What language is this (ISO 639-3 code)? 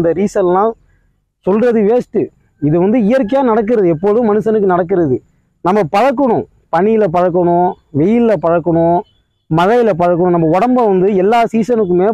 tam